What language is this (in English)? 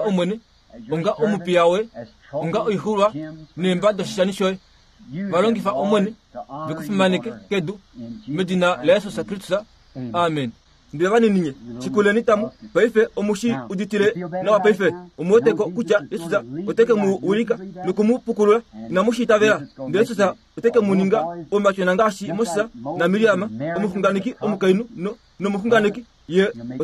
Kuanyama